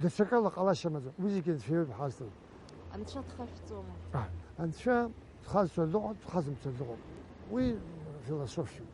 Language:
Abkhazian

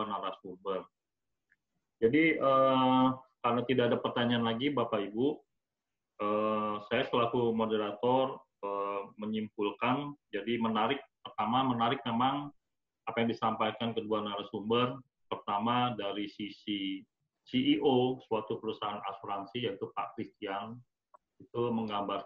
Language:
Indonesian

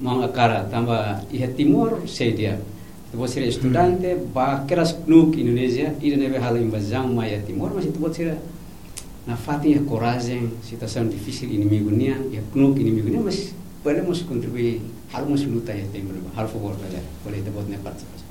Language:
Tetum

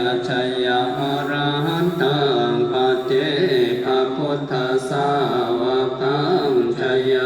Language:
Pali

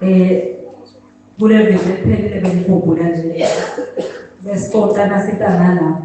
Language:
Swati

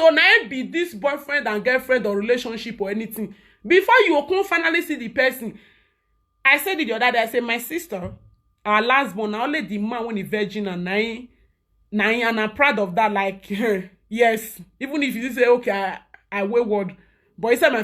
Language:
Nigerian Pidgin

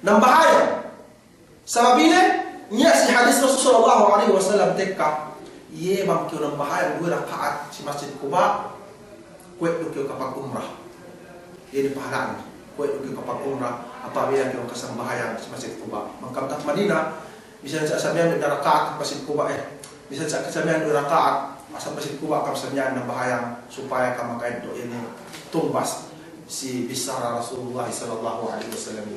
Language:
Yakan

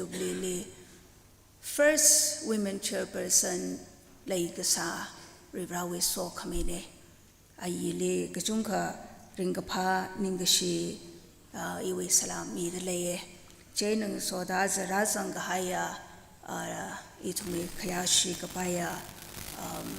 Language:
Tangkhul Naga (India)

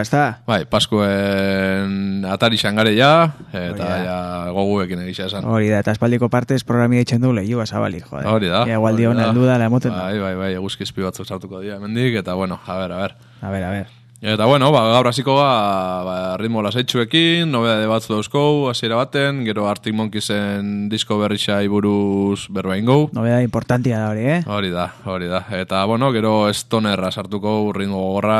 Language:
Basque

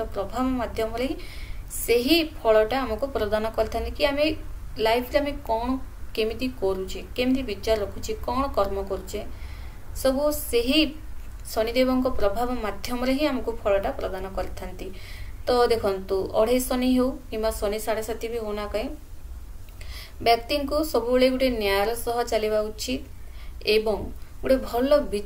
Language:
Odia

